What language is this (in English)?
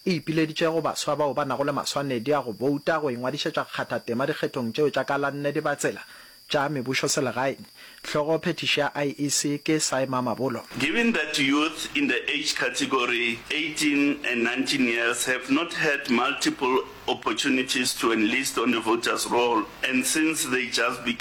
Northern Sotho